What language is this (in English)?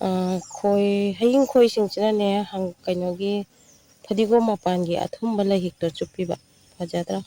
Manipuri